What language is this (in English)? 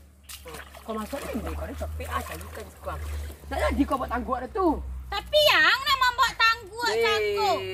Minangkabau